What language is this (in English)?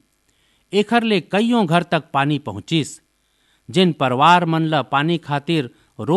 Chhattisgarhi